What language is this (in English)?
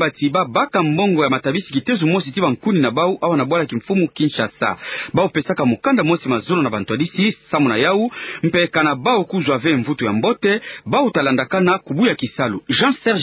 Kituba (Democratic Republic of Congo)